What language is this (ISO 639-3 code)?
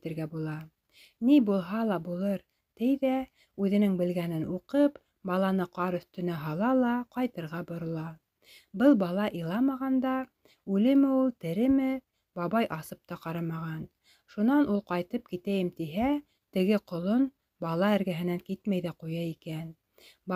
bak